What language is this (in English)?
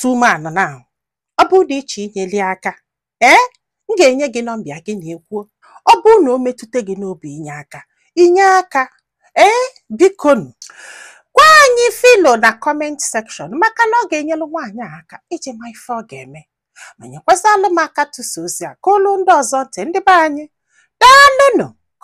Igbo